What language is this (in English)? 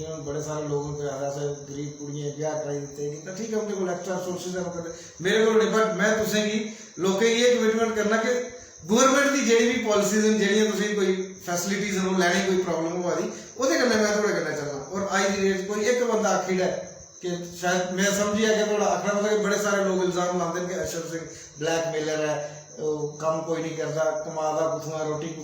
Dogri